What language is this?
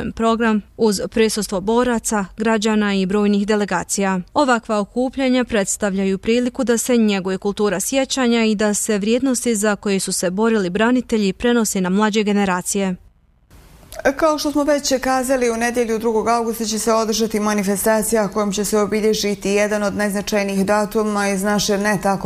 Bosnian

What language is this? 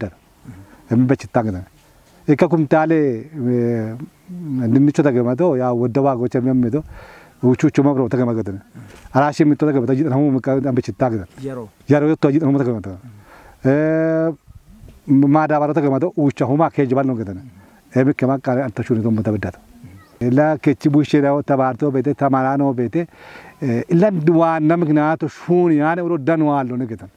Kafa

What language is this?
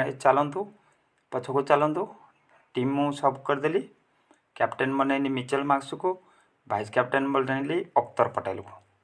Odia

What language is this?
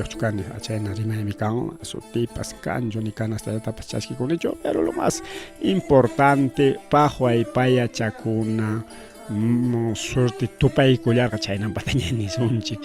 Ayacucho Quechua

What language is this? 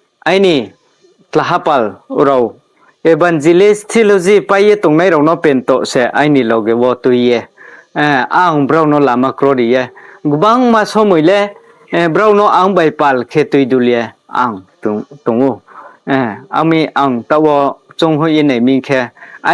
Riang (India)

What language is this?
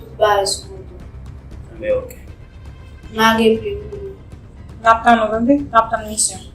Haitian Creole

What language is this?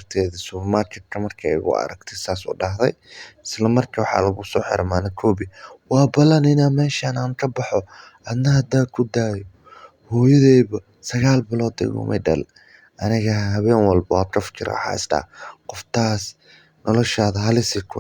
Somali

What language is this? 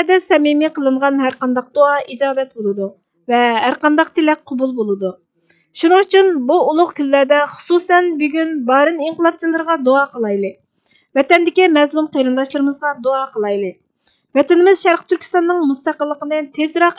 Uyghur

